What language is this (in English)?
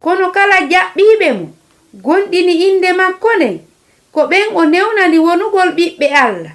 Fula